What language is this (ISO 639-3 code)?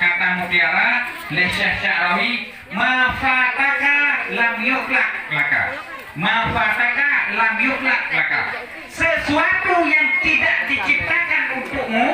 ace